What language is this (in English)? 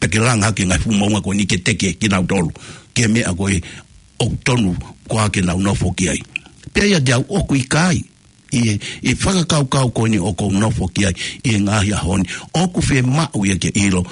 Tongan